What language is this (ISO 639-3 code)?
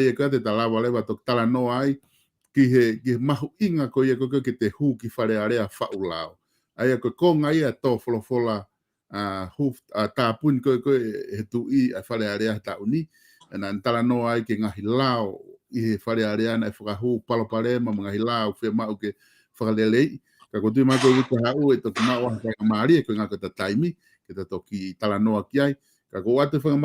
ton